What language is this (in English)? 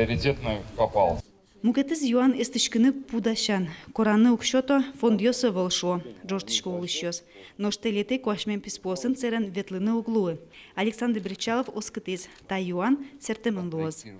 Udmurt